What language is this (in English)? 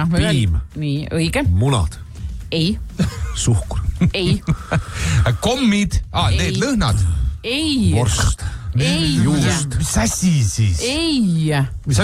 Estonian